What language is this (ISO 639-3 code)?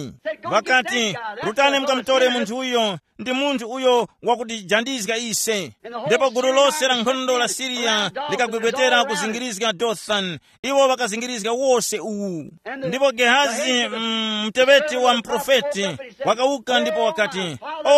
tum